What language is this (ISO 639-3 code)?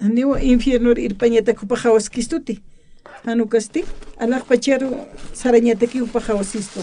aym